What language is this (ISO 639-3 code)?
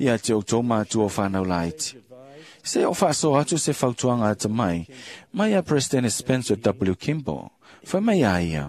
smo